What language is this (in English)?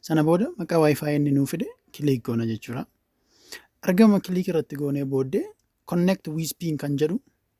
Oromo